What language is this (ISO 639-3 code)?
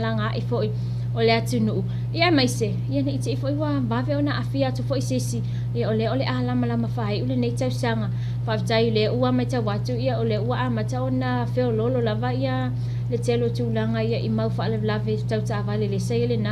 smo